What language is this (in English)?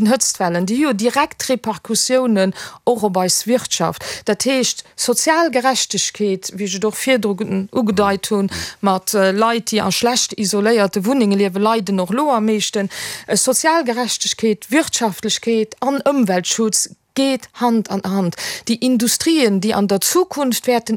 Luxembourgish